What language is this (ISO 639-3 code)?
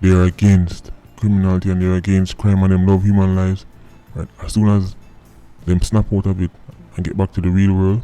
jam